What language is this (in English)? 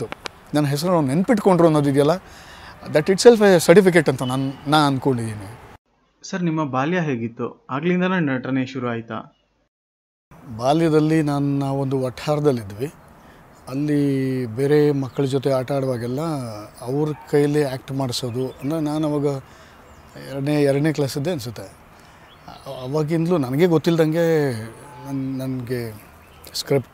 Kannada